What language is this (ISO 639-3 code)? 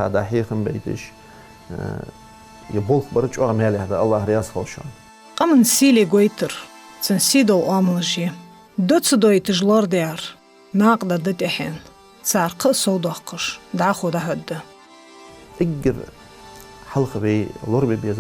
inh